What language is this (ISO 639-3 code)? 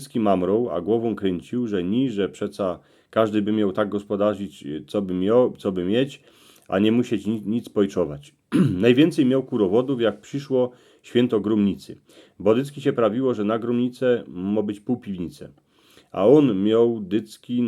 szl